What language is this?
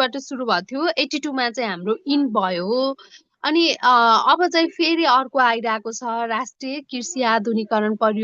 Nepali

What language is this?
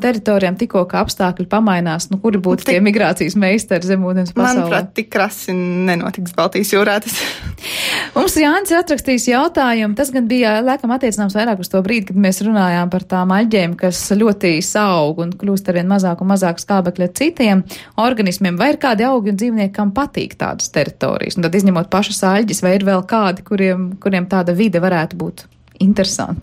Latvian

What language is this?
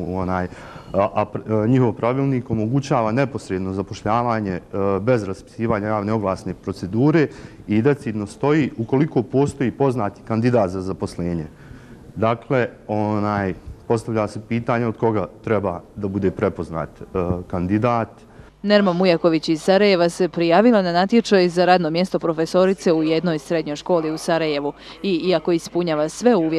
Bosnian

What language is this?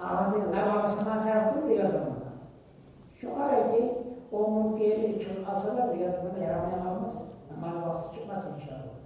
Kumyk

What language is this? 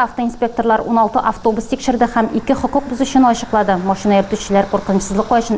Tatar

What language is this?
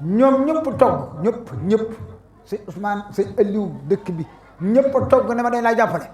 Wolof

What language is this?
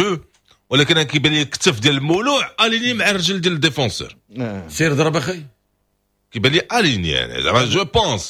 Moroccan Arabic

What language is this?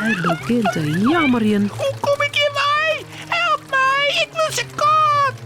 Western Frisian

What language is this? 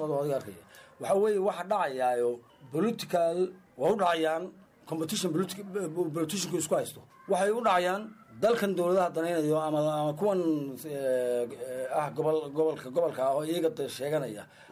Somali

